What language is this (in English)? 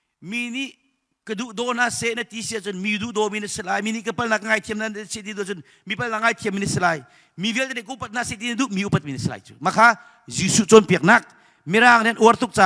Hakha Chin